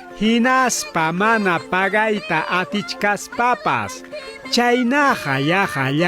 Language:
Ayacucho Quechua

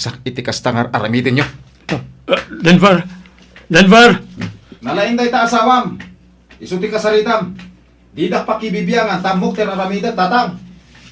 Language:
Iloko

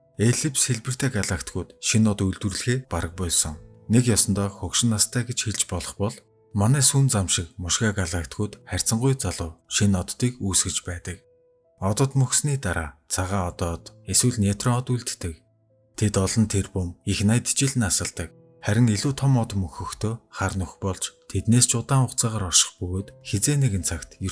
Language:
Mongolian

